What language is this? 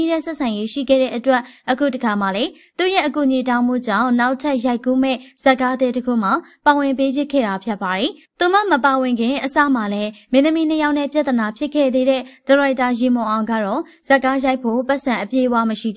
Burmese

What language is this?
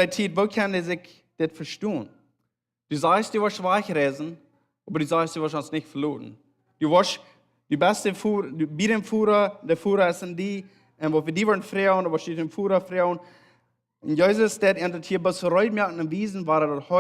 Plautdietsch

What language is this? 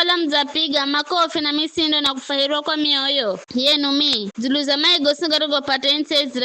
Giryama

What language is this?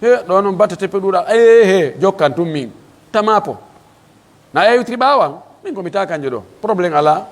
Pular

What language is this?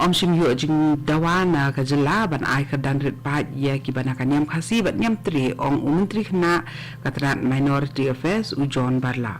Khasi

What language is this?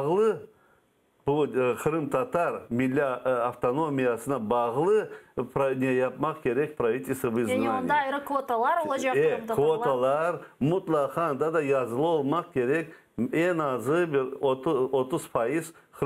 Crimean Tatar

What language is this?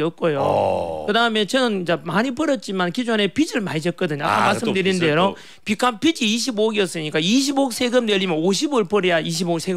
Korean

